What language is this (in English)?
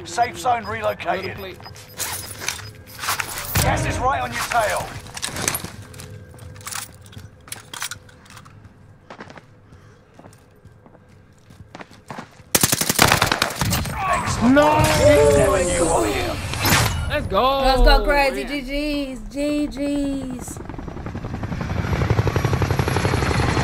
English